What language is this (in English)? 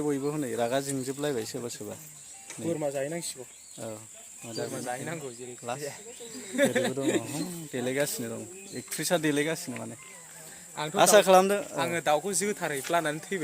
Bodo